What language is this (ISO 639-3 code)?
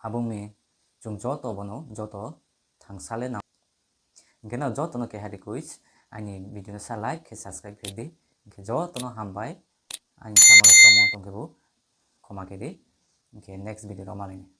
trp